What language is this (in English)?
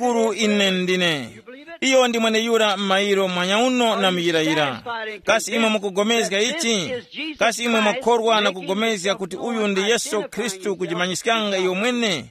Tumbuka